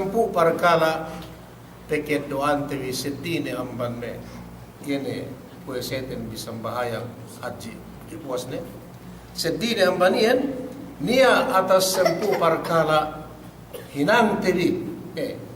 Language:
Yakan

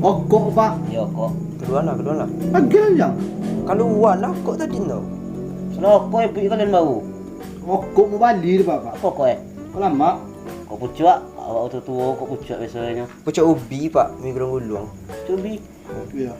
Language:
Minangkabau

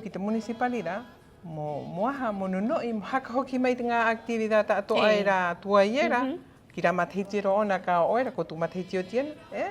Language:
Rapanui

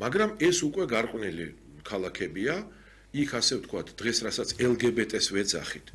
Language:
Georgian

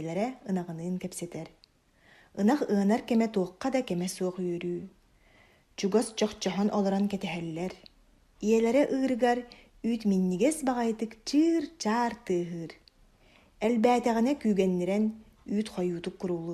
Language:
Yakut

